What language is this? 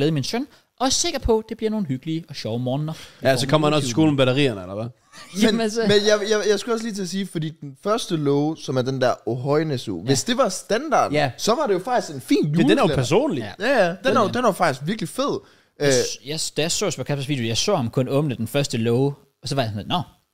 Danish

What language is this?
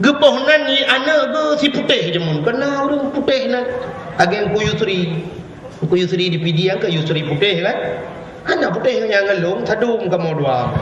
Achinese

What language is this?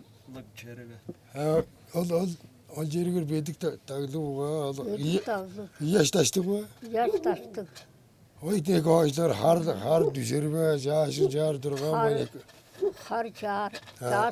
Tuvinian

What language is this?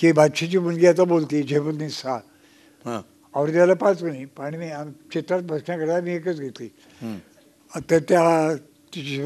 Marathi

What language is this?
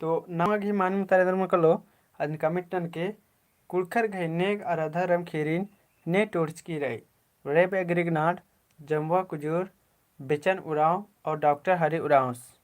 Kurukh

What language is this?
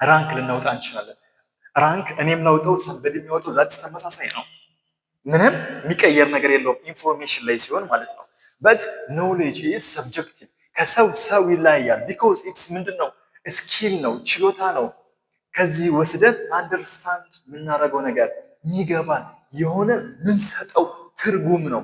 Amharic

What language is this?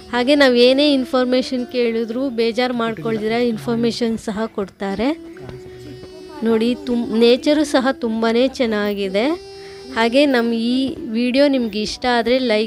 Kannada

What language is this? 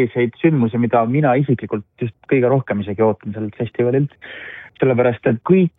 Estonian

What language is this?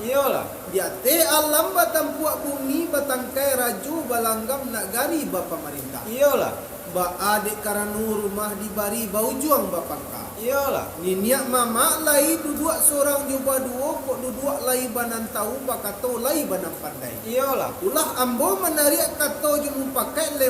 Minangkabau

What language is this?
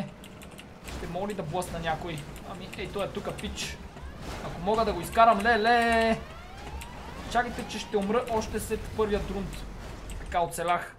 Bulgarian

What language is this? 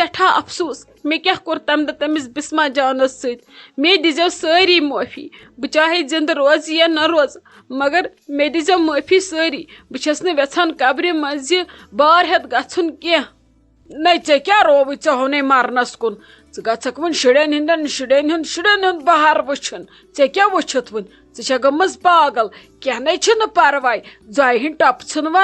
Kashmiri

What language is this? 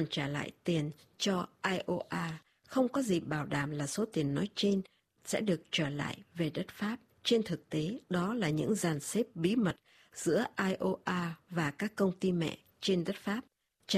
Vietnamese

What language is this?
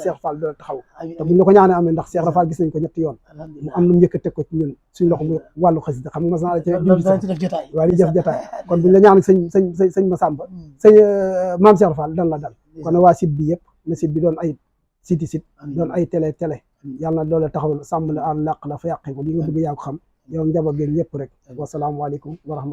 Wolof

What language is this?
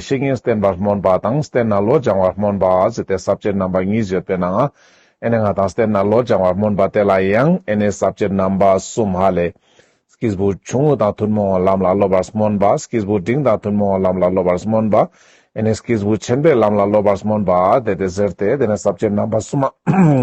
Ladakhi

